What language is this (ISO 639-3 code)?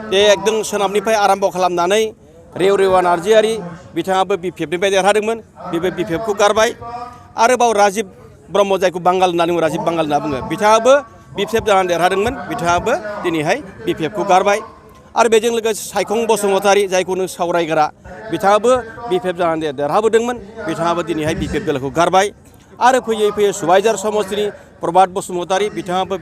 brx